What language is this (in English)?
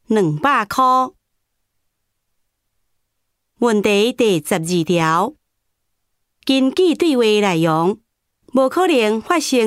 Min Nan Chinese